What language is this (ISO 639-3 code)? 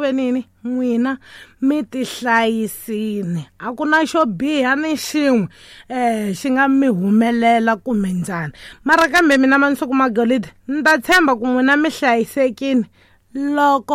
tso